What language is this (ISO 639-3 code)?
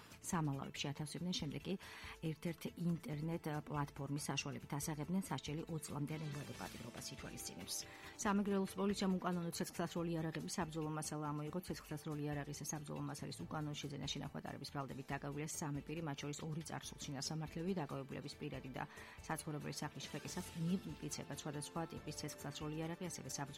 kat